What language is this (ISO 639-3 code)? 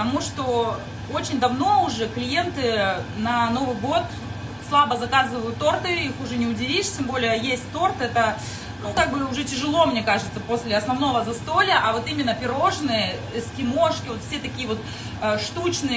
rus